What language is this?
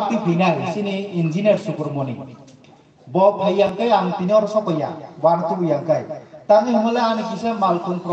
Kok Borok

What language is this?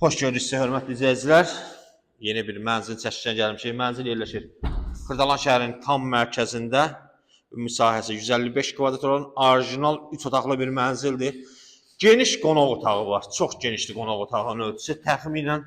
Azerbaijani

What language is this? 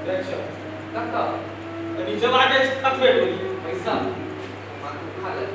Maithili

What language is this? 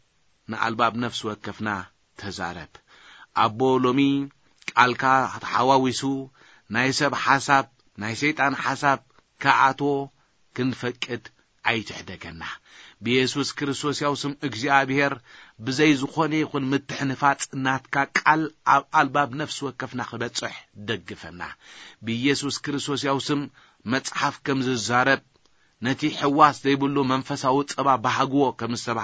Tigrinya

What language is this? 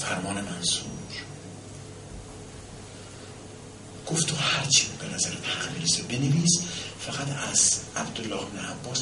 Persian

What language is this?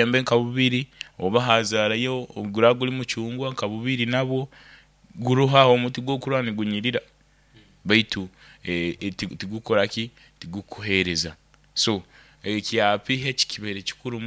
Nyoro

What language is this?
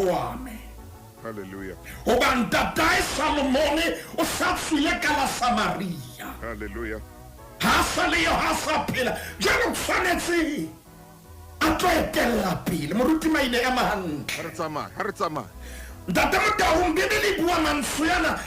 Southern Sotho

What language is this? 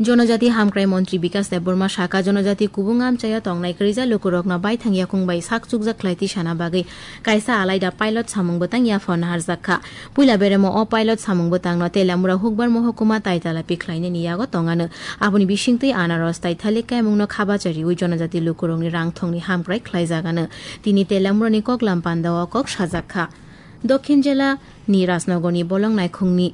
Kok Borok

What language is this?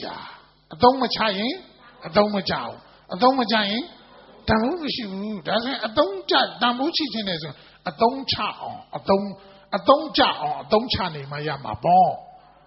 Burmese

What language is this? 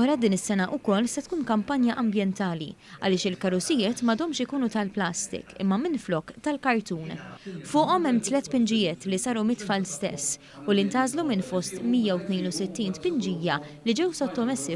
Maltese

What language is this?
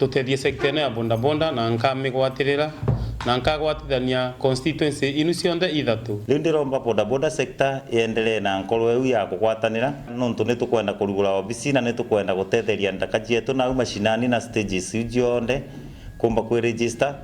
Meru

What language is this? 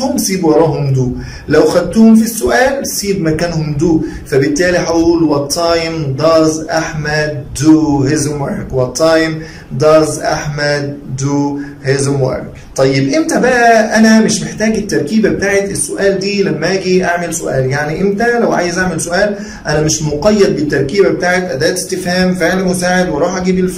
Egyptian Arabic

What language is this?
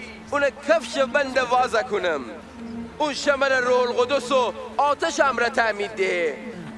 Gilaki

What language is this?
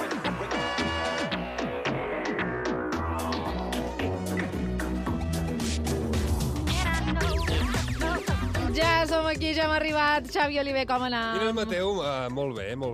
Catalan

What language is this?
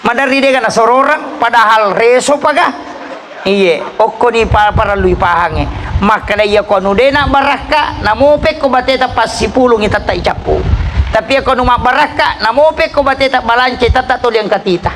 Buginese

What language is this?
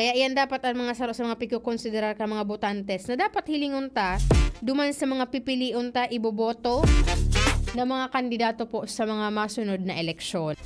Bikol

